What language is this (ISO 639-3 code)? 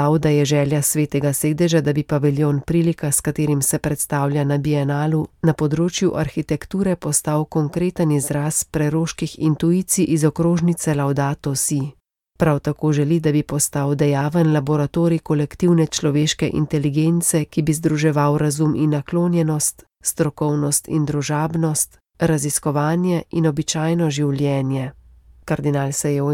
slv